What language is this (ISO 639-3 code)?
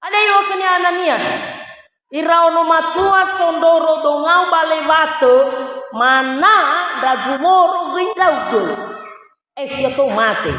nia